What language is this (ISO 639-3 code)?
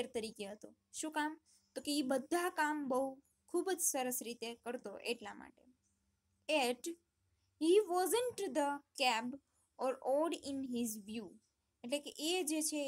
guj